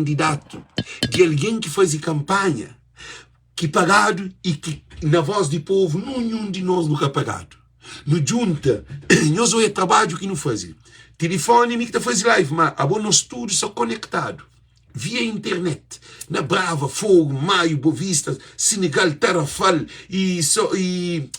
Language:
Kabuverdianu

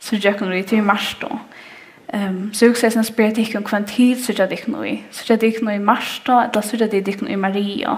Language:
Faroese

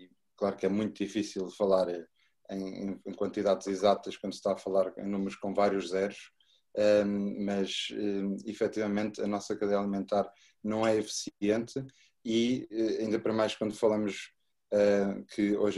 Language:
Portuguese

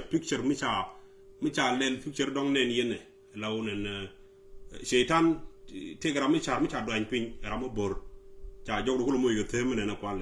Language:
Nuer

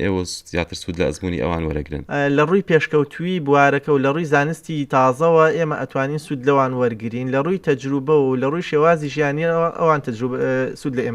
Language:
Central Kurdish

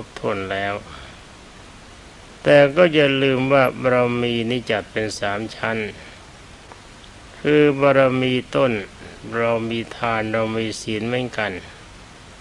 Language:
Thai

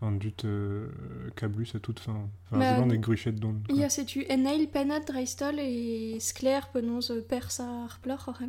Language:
Breton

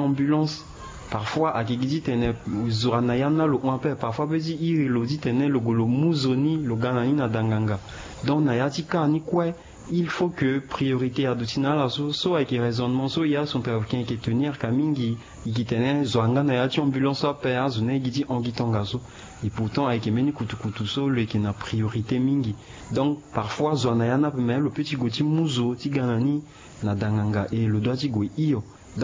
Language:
Sango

